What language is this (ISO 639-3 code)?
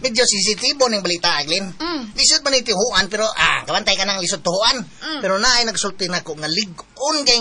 ceb